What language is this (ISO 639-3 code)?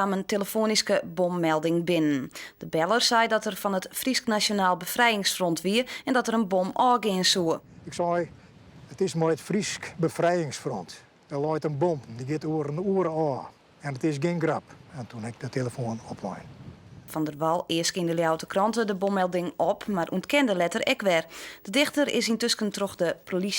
fry